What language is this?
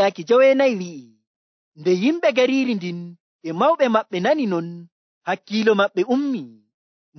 Nigerian Fulfulde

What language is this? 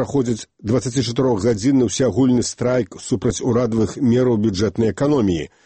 Belarusian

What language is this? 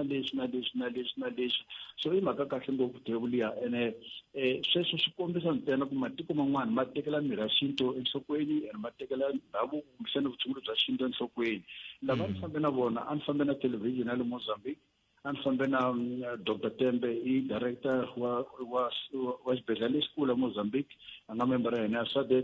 Tsonga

